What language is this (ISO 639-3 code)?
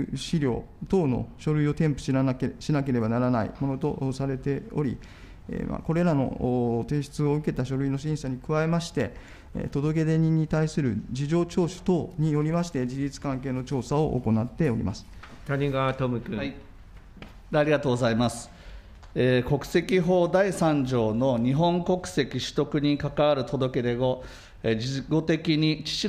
jpn